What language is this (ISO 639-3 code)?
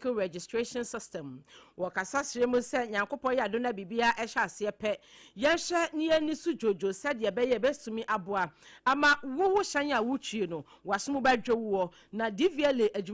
aka